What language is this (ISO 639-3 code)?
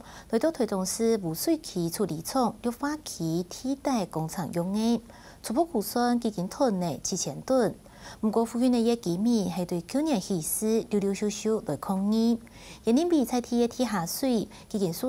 hak